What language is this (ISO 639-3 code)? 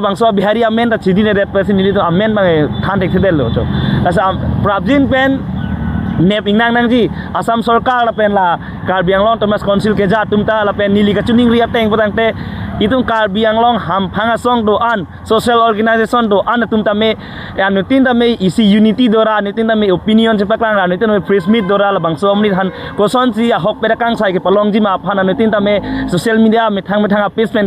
mjw